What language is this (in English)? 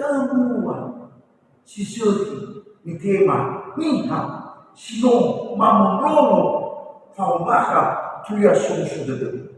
Nias